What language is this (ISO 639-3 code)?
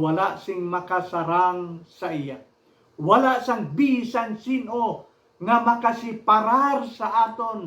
hil